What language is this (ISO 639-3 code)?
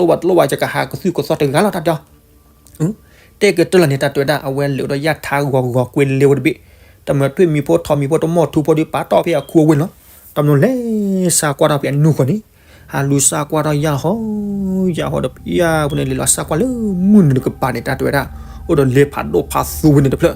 ksw